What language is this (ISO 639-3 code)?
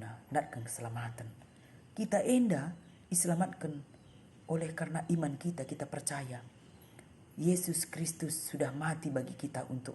btx